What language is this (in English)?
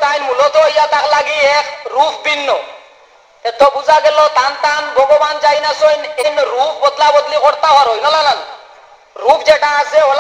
Sylheti